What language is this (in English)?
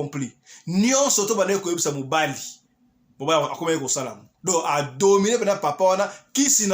Lingala